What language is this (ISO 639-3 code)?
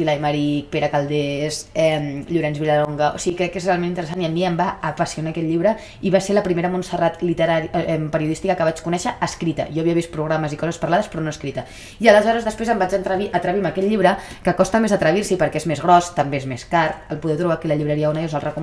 cat